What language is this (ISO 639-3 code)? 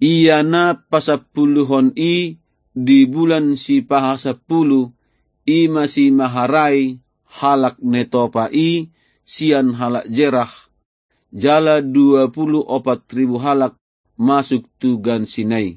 bbc